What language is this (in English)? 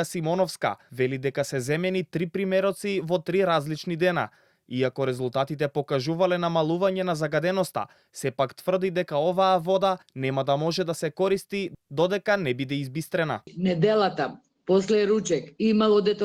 Macedonian